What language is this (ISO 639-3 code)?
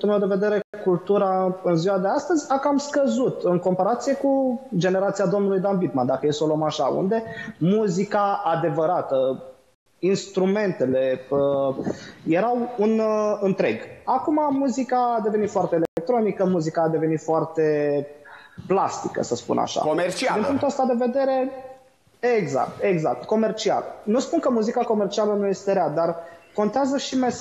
ron